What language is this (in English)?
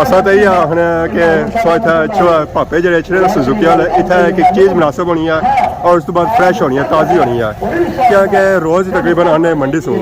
Pahari-Potwari